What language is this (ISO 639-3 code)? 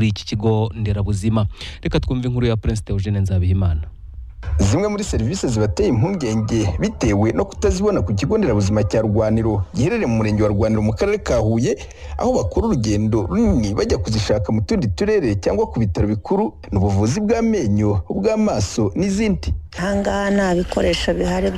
kin